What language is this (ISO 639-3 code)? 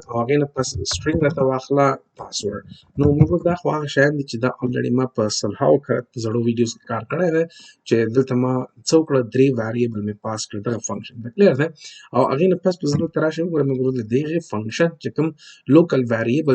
pus